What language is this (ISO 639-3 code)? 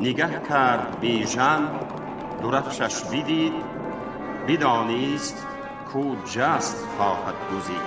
tgk